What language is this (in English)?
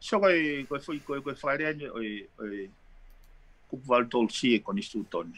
Tongan